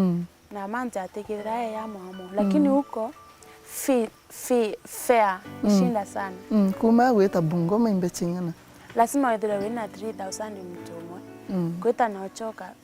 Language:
Meru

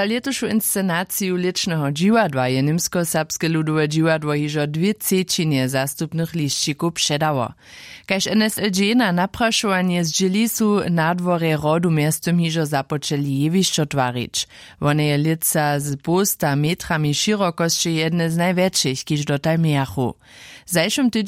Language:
Upper Sorbian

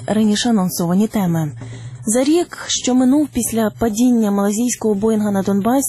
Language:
Ukrainian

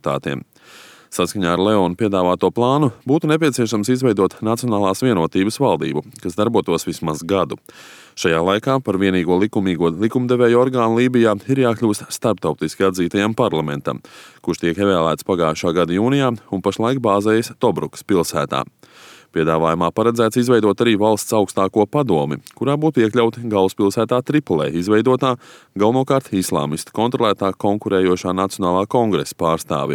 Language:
Latvian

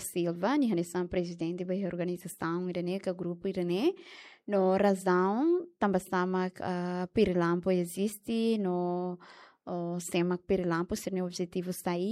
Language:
Tetum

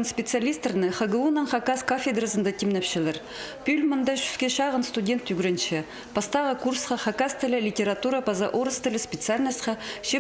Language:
Khakas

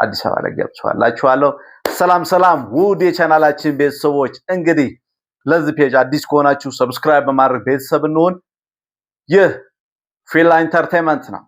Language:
Amharic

